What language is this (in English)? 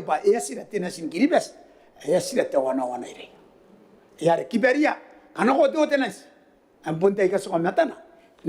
Gilbertese